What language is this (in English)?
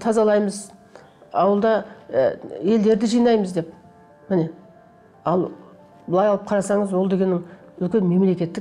Kazakh